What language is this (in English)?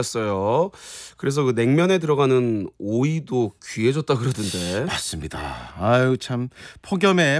Korean